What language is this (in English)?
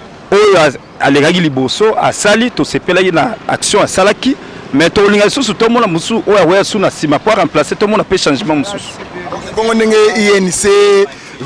Lingala